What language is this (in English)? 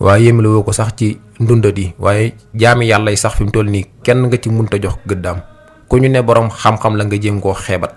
Wolof